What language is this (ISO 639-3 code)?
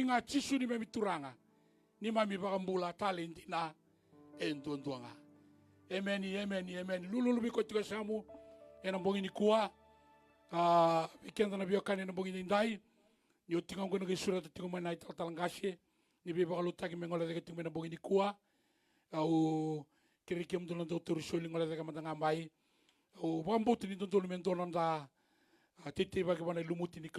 fij